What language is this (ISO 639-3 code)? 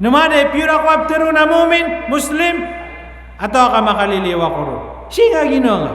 mrw